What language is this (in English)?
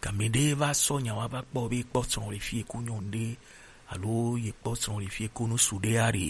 Gen